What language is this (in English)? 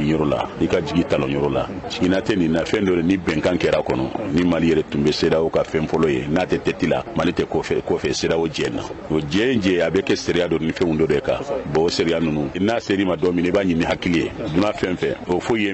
Bambara